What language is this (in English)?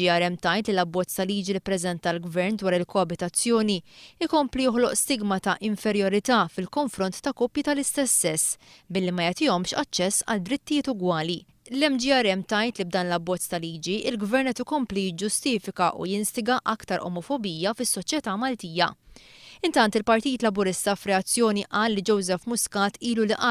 Maltese